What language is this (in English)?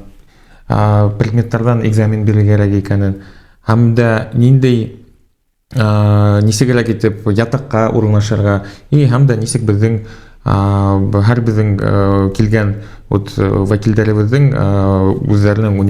Bashkir